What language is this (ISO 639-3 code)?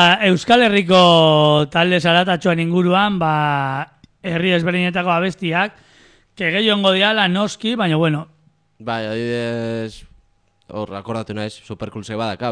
eus